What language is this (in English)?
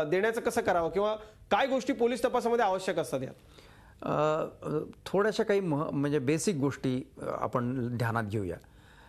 Marathi